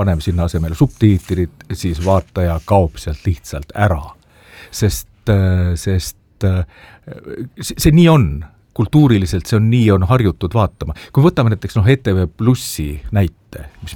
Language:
Estonian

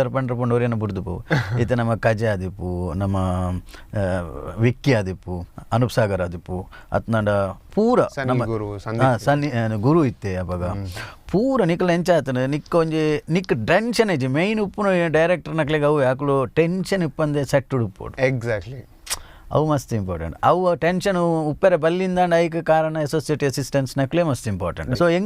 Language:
Tulu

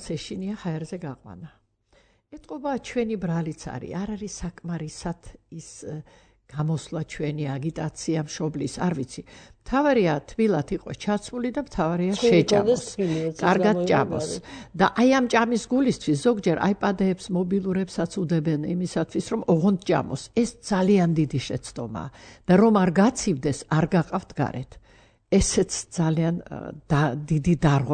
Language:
Georgian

